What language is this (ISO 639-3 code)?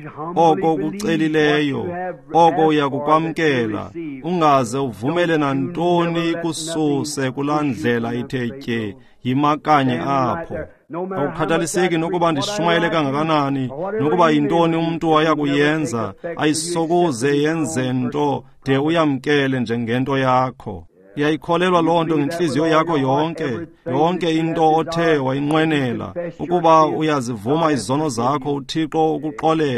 xho